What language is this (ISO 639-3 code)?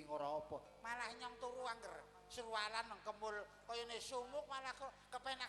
jav